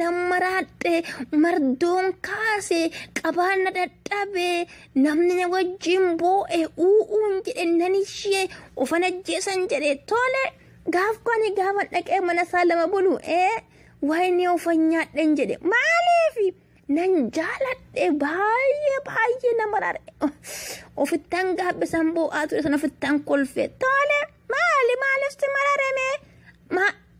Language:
Oromo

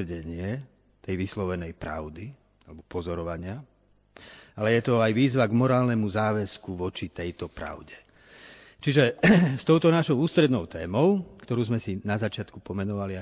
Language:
Slovak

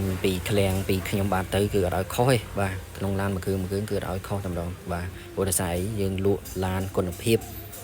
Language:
Khmer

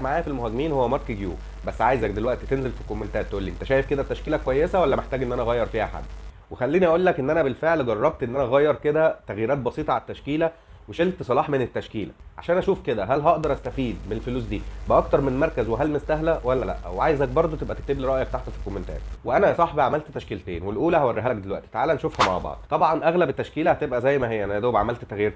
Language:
Egyptian Arabic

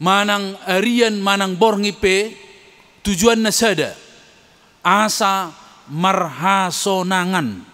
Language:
Batak Toba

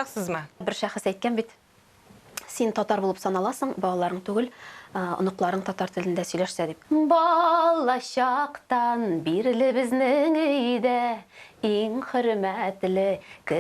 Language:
Tatar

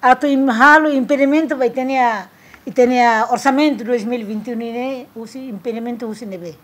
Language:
Tetum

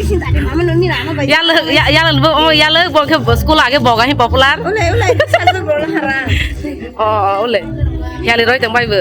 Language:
Kok Borok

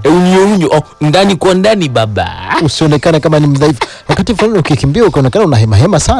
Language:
Swahili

